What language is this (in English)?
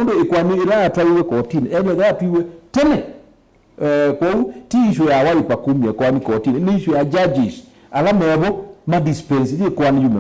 Kamba